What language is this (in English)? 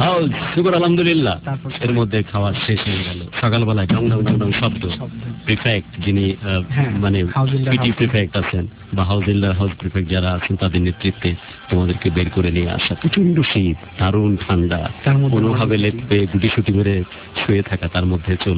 Bangla